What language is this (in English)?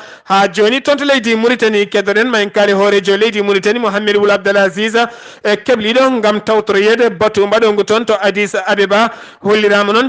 Fula